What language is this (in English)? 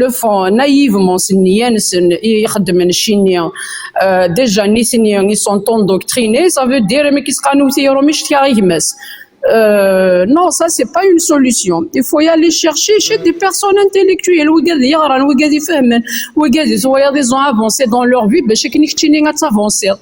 Kabyle